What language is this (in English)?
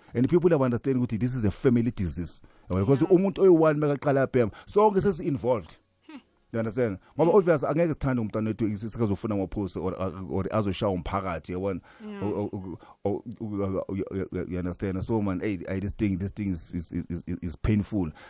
South Ndebele